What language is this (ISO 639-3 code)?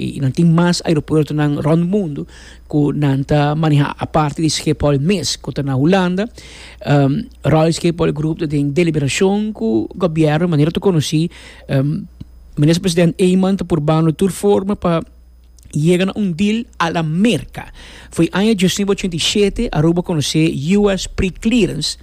pap